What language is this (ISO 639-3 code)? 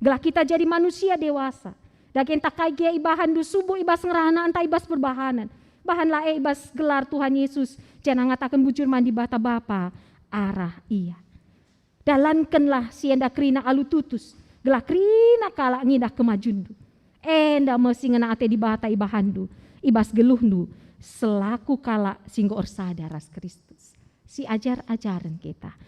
btx